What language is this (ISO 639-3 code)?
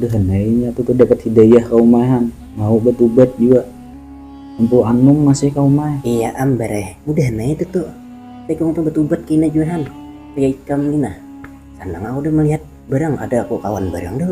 bjn